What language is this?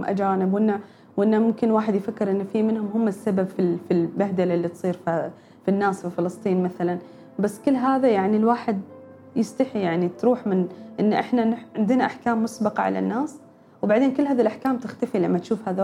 Gulf Arabic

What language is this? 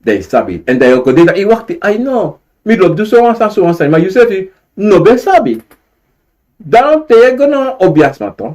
Sranan Tongo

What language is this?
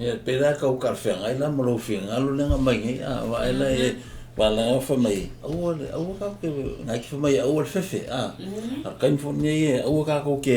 Samoan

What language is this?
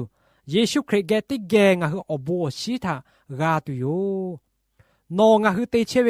Lahu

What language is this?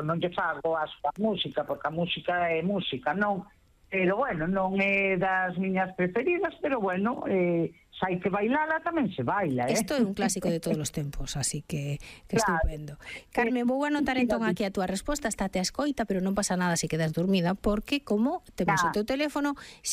Galician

